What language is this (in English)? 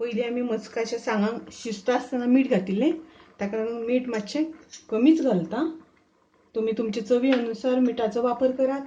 Konkani